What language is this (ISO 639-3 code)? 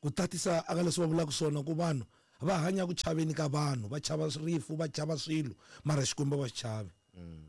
tso